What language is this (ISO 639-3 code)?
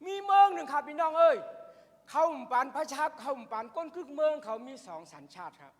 shn